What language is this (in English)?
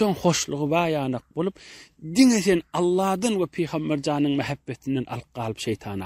Turkmen